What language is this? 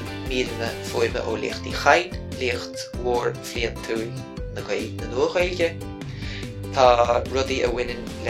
Irish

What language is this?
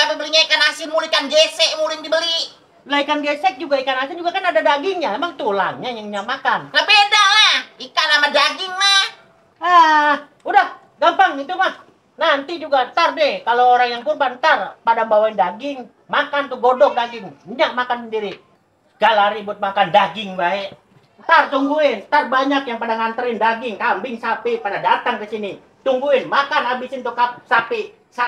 Betawi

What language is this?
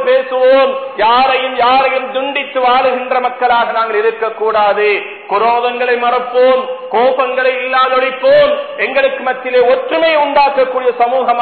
Tamil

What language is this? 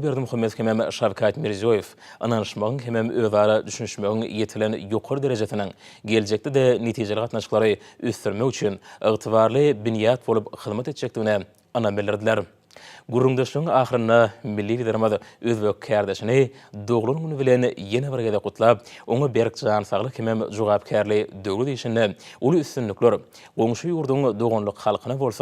Turkmen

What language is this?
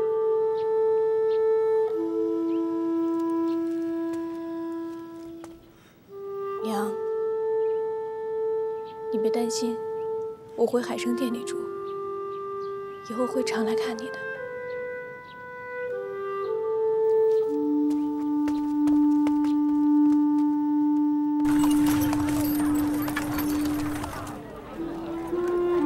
Chinese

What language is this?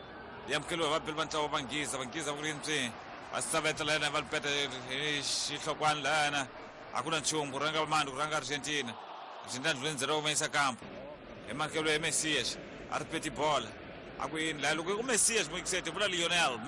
Tsonga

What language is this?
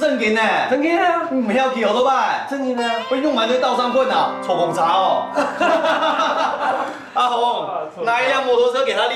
Hakka Chinese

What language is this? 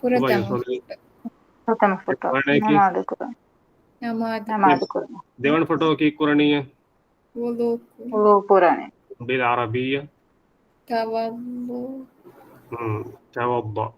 Divehi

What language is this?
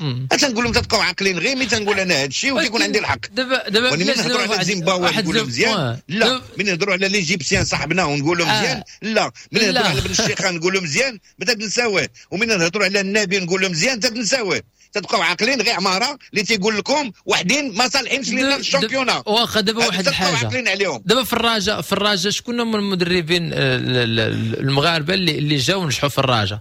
Moroccan Arabic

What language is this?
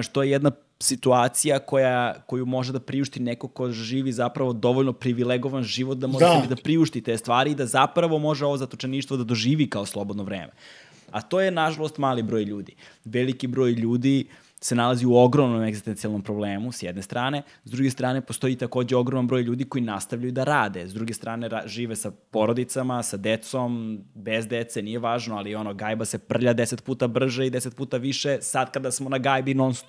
Serbian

